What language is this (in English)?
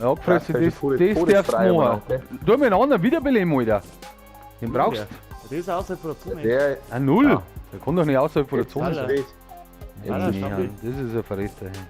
Bavarian